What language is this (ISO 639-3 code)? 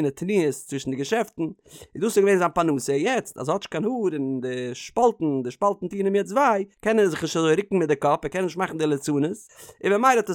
yid